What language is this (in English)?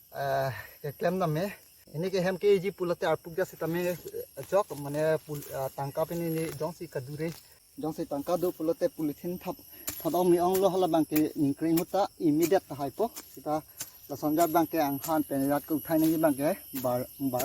Karbi